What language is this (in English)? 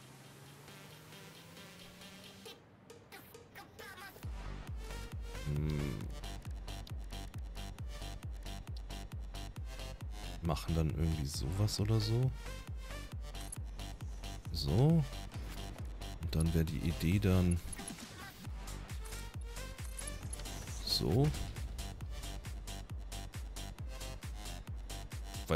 German